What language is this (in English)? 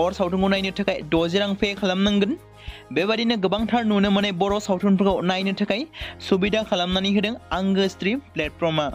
Bodo